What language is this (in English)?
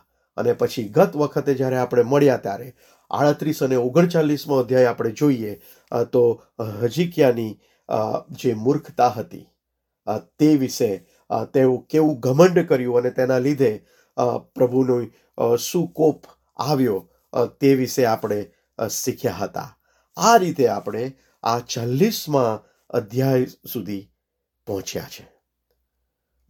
Gujarati